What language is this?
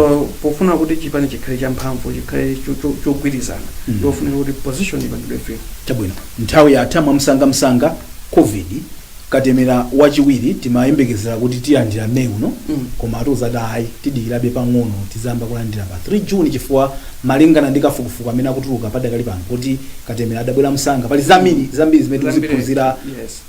Nyanja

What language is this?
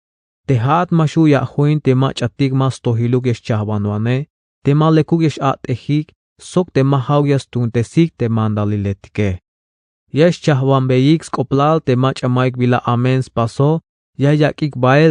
Tzeltal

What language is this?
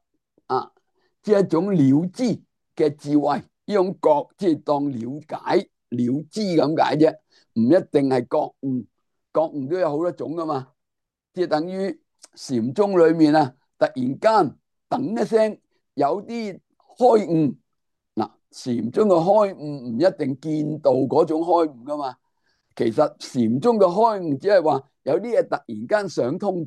Cantonese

